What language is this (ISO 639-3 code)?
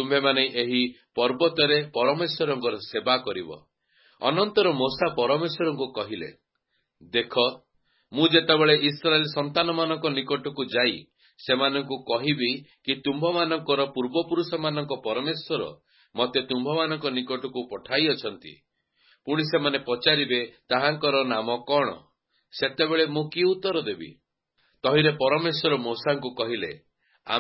ori